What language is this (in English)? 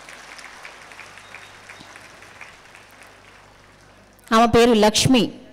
Telugu